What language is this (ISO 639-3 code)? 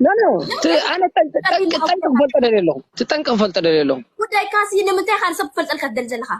tir